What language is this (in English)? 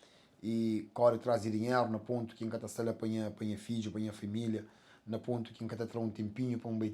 Kabuverdianu